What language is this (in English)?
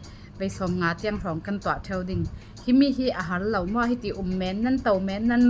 Falam Chin